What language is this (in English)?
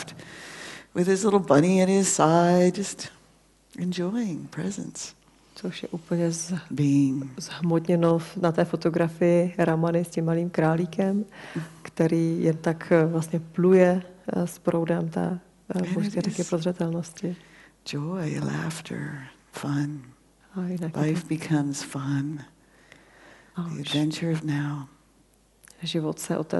Czech